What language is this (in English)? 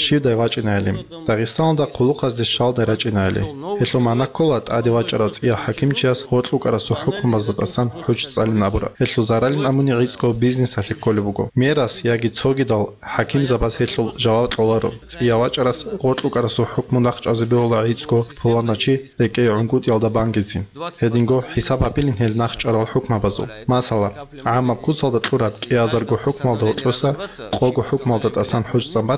Avaric